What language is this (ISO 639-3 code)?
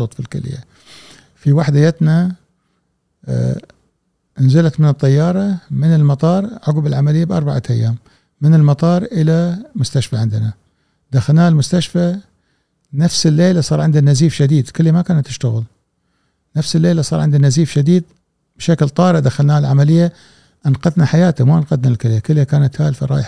afb